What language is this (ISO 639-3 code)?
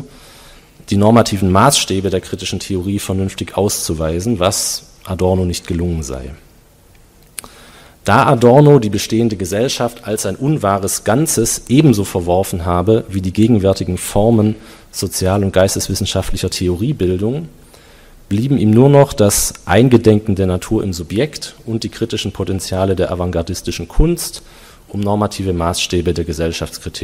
deu